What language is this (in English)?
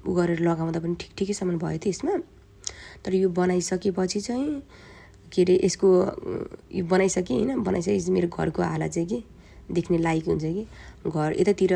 Nepali